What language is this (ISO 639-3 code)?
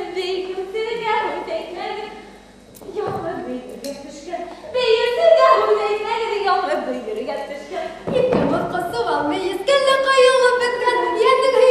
bak